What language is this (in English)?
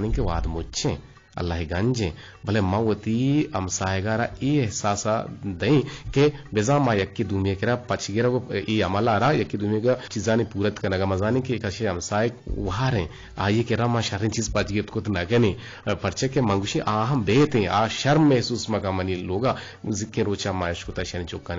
Eastern Balochi